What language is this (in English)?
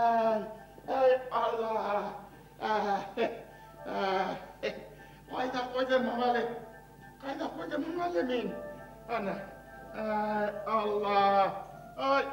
Bashkir